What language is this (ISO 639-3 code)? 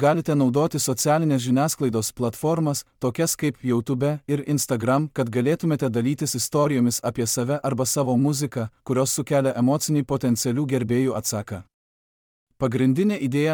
lit